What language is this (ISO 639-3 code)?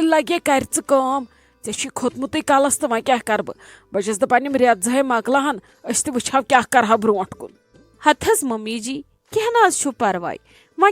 kas